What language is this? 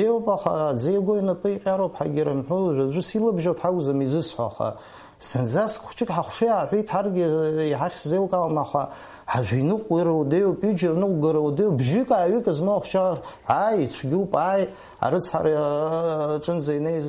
Abkhazian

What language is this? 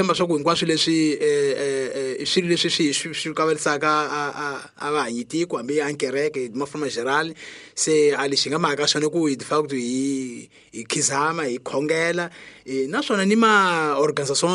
Tsonga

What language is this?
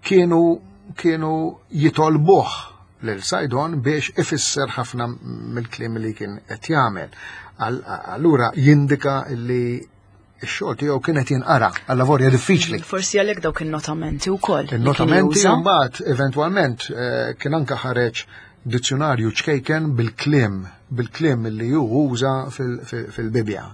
Maltese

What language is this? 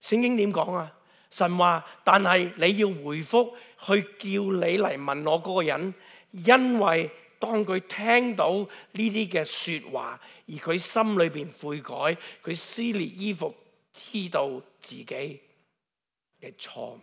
Cantonese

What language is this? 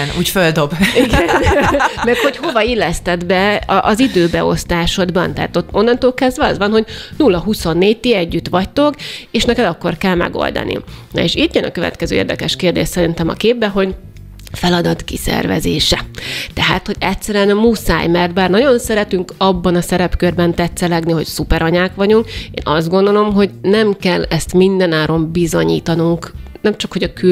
Hungarian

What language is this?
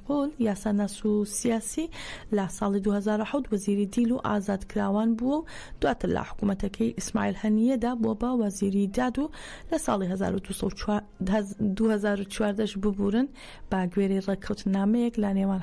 Central Kurdish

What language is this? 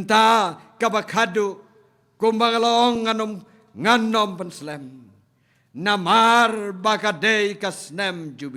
Khasi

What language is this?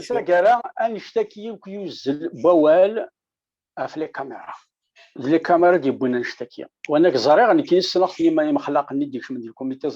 Kabyle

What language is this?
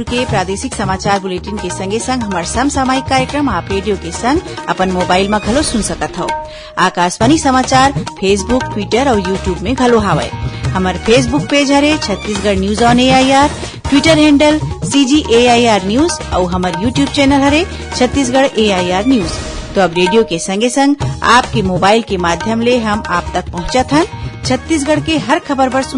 Chhattisgarhi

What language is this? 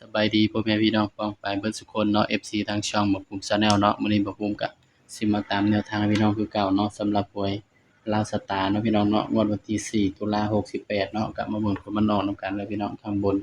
Northeastern Thai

